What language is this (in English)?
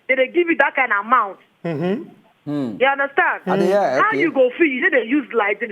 Nigerian Pidgin